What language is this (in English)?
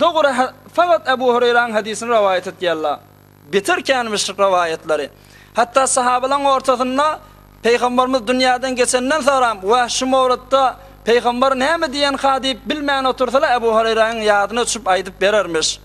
Turkmen